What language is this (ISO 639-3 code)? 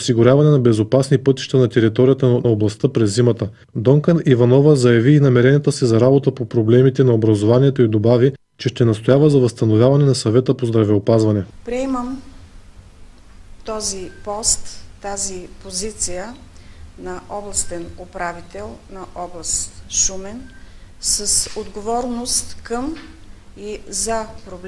bul